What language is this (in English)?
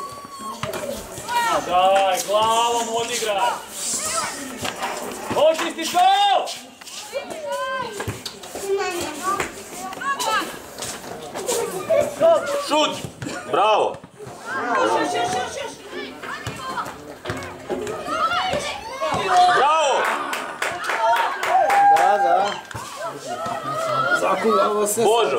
Croatian